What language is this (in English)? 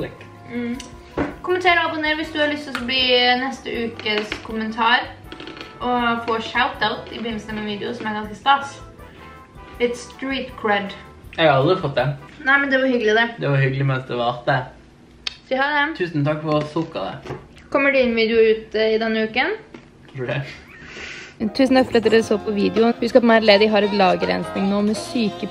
Norwegian